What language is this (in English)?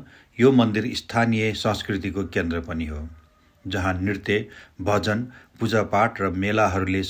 Nepali